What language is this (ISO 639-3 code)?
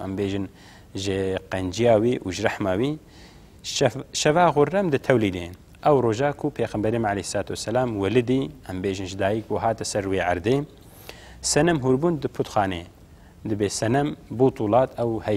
kur